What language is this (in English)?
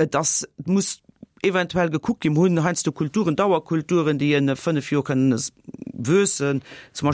Luxembourgish